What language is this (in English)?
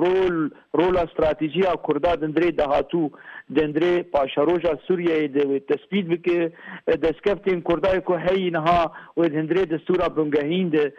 Kurdish